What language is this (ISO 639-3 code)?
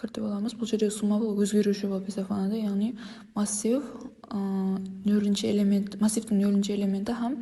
kaa